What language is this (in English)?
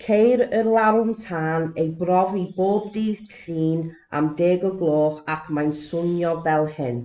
Welsh